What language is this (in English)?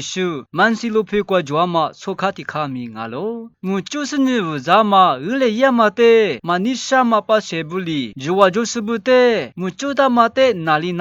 Lisu